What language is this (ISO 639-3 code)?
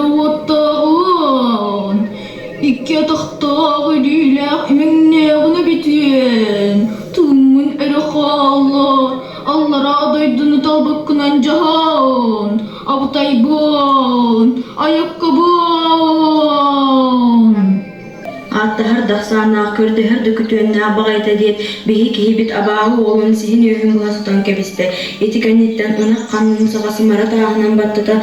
sah